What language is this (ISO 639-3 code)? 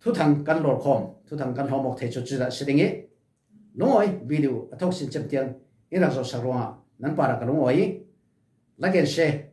cfm